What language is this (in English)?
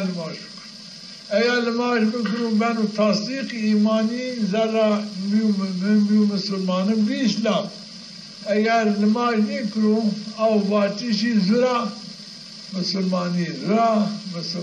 Zaza